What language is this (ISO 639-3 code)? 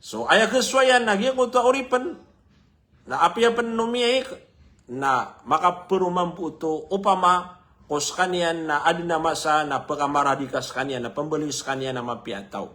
mrw